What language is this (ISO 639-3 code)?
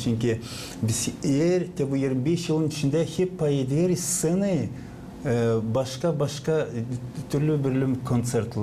gag